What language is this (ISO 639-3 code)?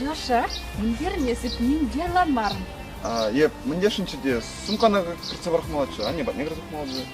chv